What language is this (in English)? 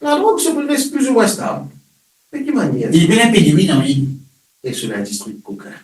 Morisyen